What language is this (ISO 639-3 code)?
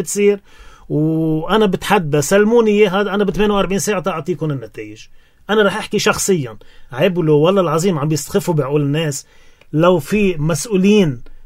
apc